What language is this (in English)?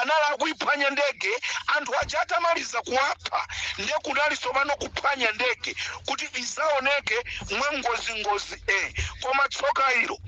Nyanja